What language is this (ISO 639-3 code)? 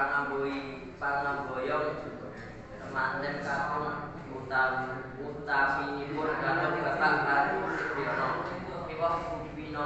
jav